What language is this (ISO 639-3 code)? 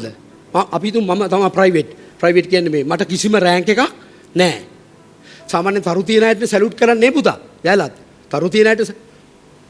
sin